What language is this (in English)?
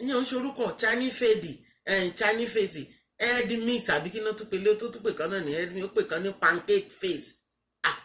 Yoruba